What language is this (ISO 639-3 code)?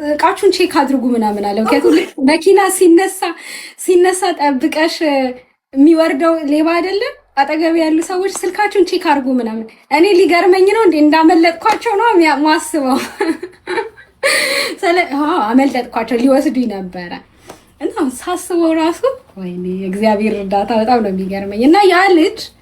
amh